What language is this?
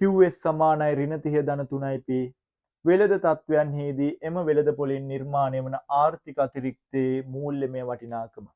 Sinhala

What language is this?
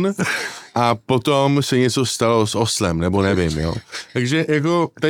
Czech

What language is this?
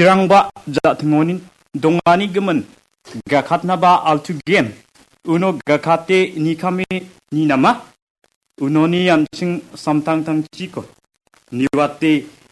Garo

